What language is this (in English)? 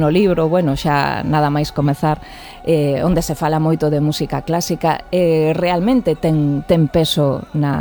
Galician